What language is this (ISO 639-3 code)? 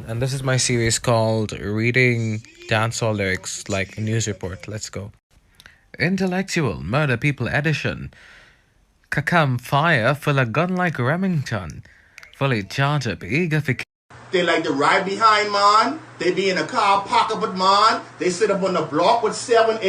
jam